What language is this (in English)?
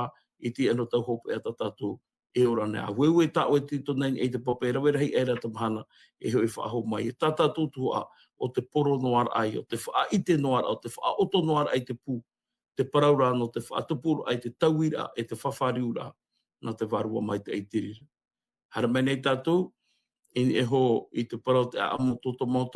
Tahitian